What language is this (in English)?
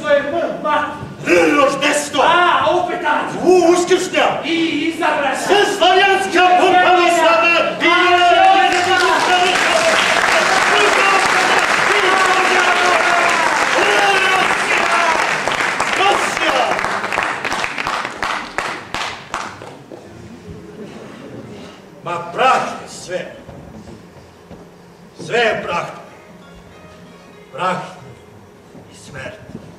Serbian